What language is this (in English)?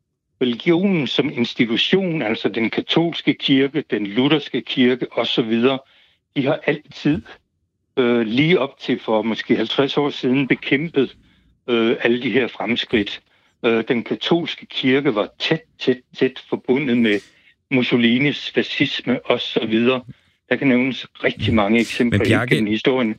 Danish